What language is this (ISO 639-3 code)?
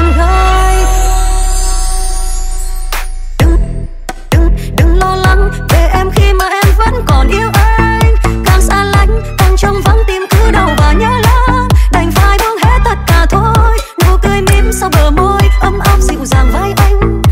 vie